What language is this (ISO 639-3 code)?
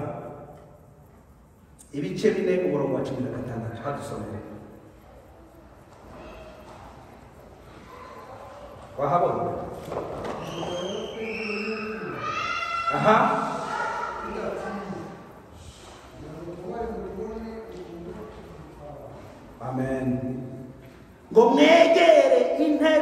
kin